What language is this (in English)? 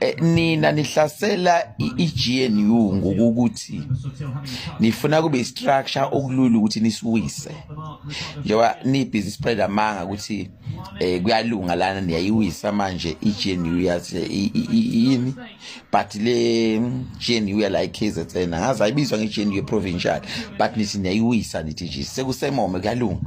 Zulu